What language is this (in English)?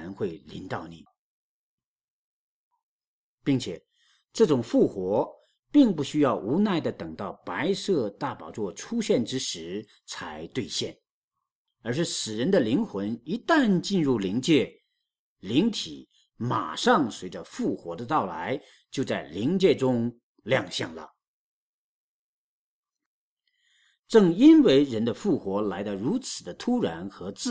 Chinese